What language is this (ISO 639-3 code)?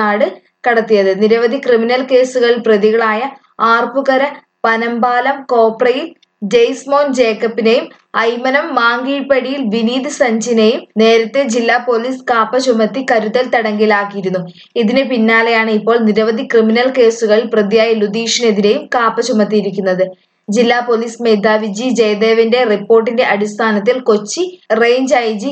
mal